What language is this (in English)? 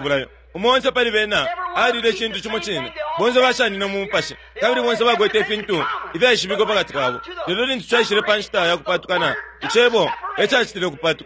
Bemba